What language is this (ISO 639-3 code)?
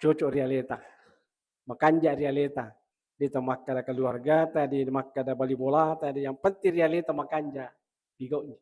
bug